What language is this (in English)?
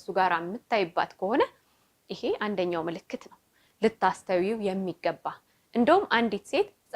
Amharic